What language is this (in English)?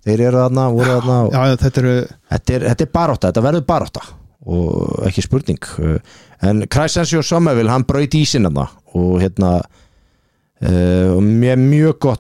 Icelandic